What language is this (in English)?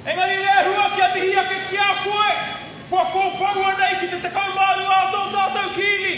Māori